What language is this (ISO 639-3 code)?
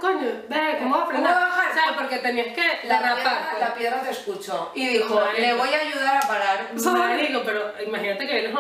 spa